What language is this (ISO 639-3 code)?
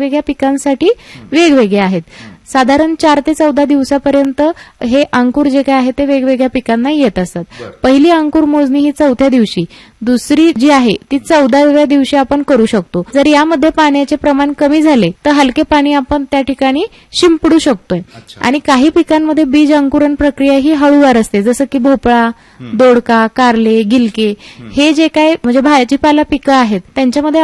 mar